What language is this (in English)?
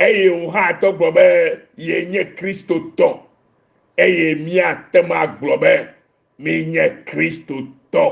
Ewe